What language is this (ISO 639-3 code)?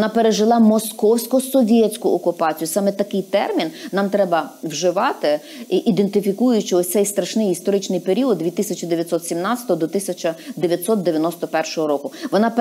ukr